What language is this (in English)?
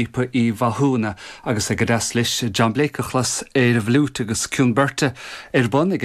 Irish